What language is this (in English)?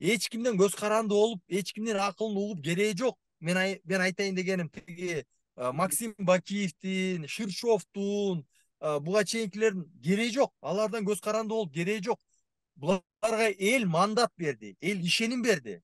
Kyrgyz